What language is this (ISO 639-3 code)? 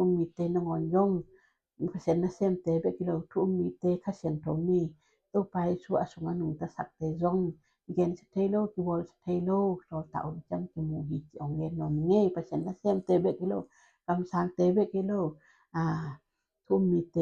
ctd